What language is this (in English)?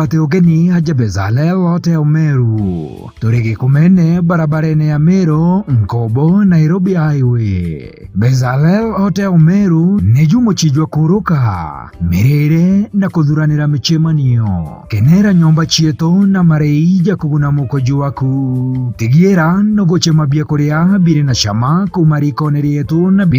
Meru